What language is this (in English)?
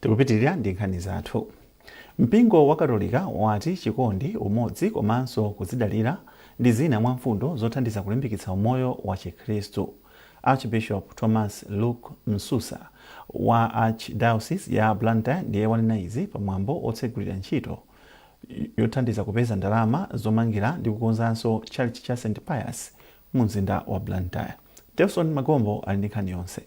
Nyanja